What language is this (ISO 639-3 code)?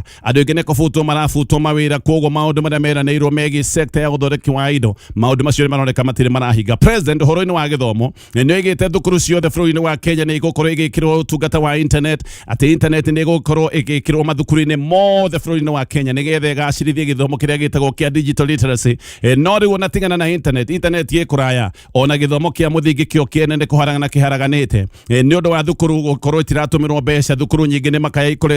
kik